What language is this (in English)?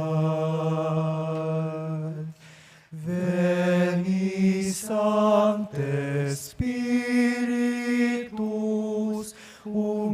Pampanga